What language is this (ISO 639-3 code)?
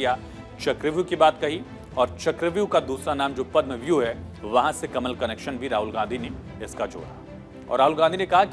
hin